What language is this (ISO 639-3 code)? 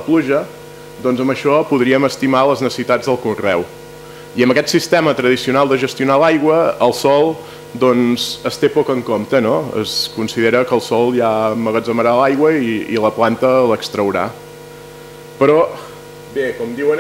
cat